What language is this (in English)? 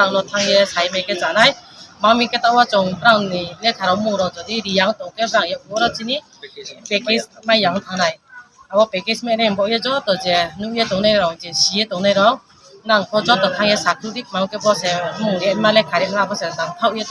Riang (India)